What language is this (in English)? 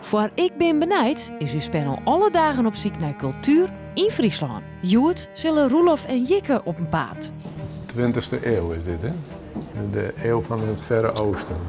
Western Frisian